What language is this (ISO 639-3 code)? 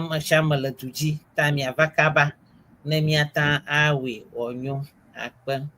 ewe